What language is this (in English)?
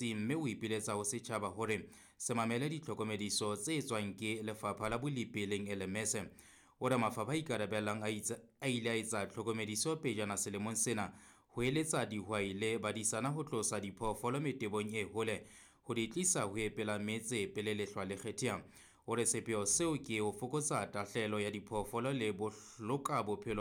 Southern Sotho